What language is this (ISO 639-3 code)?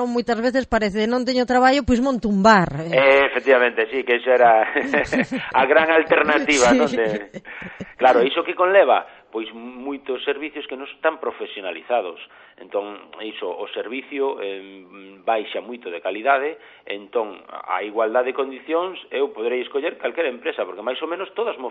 glg